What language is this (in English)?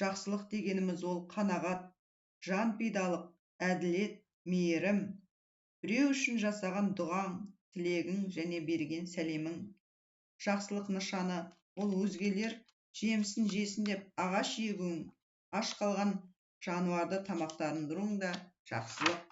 Kazakh